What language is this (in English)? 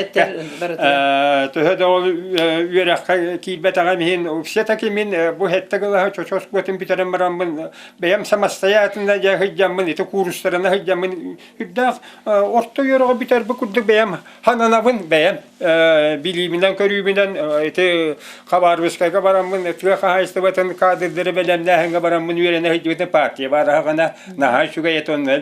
Yakut